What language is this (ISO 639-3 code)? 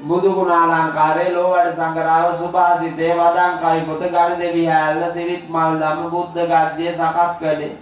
sin